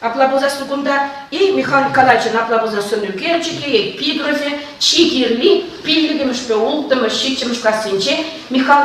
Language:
Chuvash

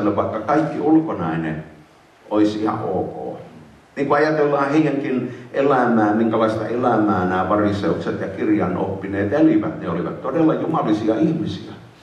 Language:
Finnish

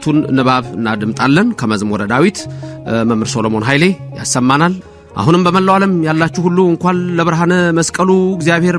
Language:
Amharic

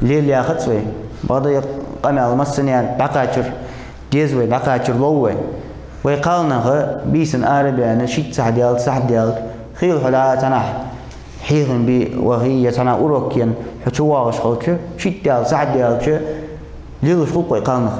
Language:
Ingush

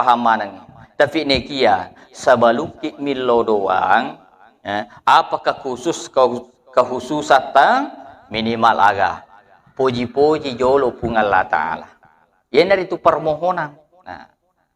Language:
Buginese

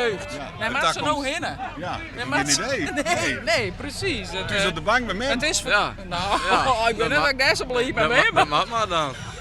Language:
Western Frisian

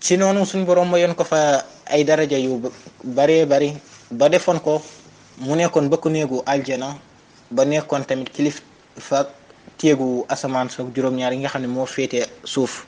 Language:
Wolof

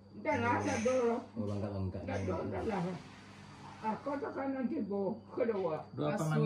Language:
Minangkabau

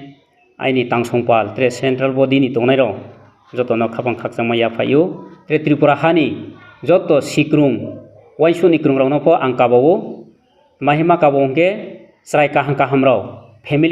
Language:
Riang (India)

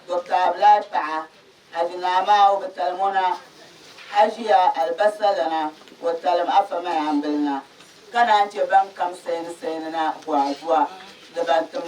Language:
Dagbani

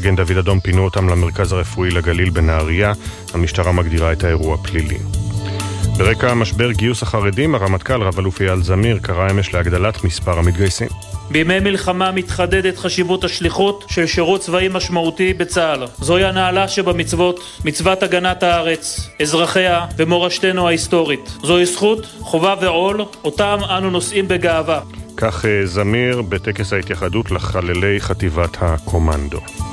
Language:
Hebrew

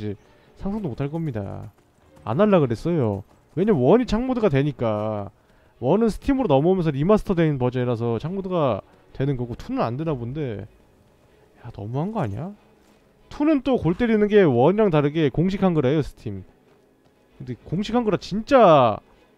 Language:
Korean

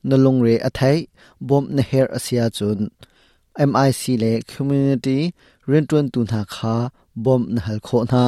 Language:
Hakha Chin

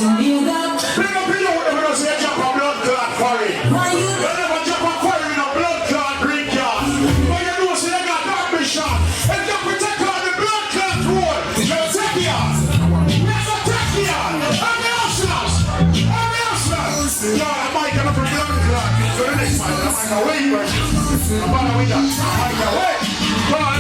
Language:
Jamaican Creole English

